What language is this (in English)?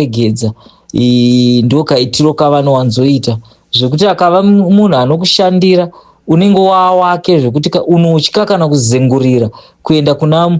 Shona